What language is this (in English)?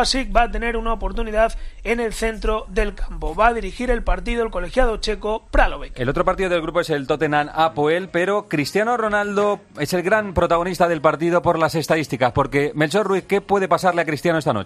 Spanish